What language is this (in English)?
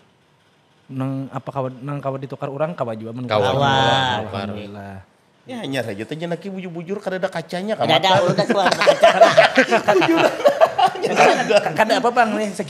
Banjar